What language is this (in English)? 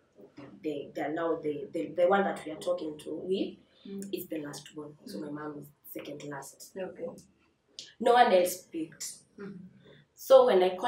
English